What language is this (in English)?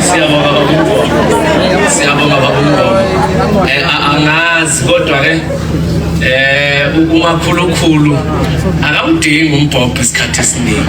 Zulu